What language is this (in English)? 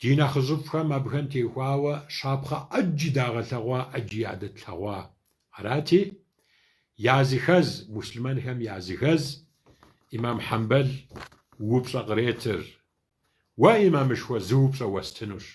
Kabardian